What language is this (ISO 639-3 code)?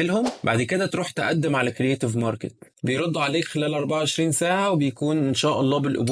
arz